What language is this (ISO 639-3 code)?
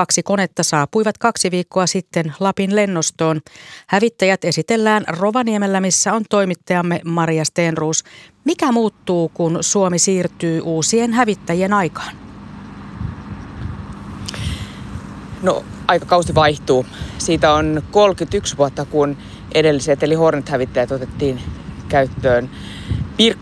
fin